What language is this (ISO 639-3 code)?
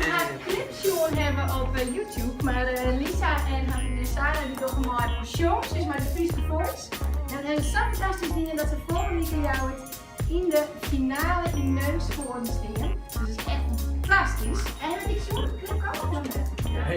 fry